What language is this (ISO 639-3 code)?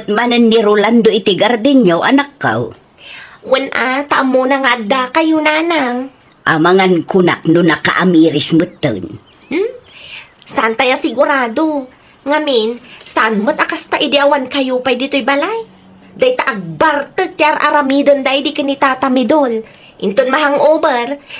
ilo